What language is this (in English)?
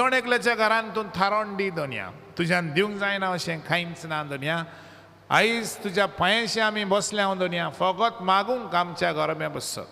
Konkani